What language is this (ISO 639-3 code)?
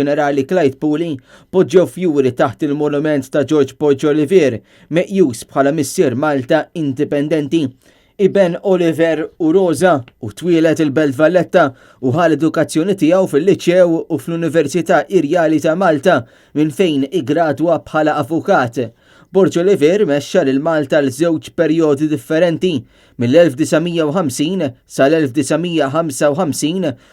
mlt